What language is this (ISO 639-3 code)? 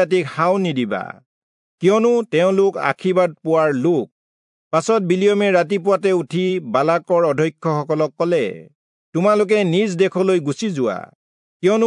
asm